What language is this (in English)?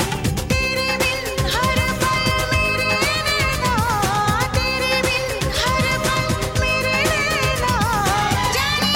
Hindi